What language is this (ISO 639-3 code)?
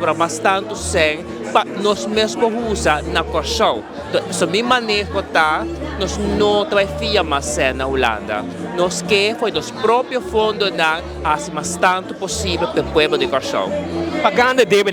pap